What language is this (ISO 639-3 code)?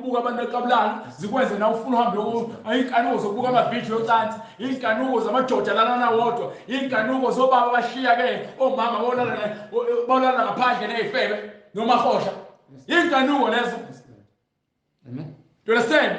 zul